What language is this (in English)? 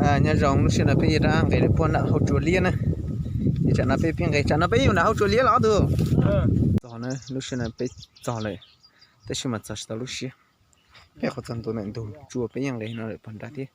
Hmong